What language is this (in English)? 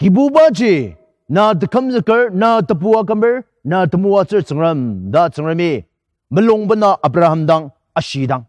Ao Naga